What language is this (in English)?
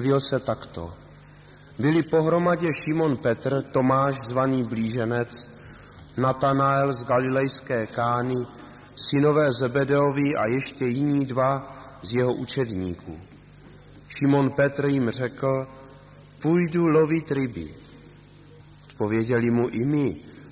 Czech